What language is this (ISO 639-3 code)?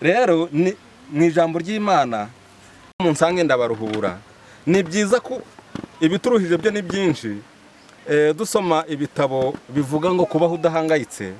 kin